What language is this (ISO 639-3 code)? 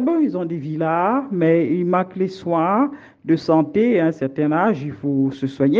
fra